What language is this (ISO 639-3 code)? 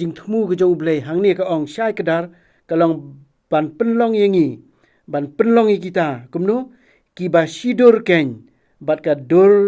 kha